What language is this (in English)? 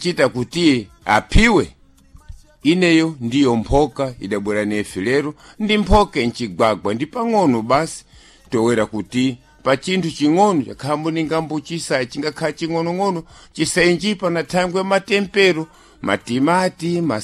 Sena